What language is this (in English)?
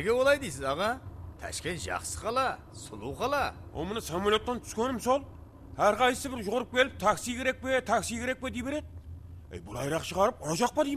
Kara-Kalpak